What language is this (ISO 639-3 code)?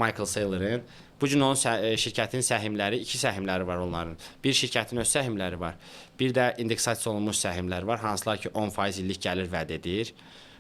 aze